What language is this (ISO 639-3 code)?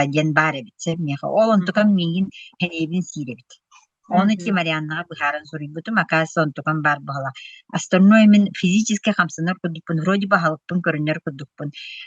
sah